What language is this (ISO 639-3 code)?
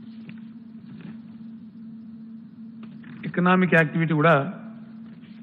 tel